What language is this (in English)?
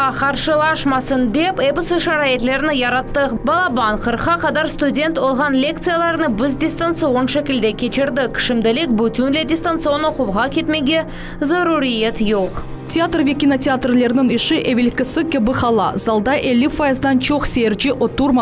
Crimean Tatar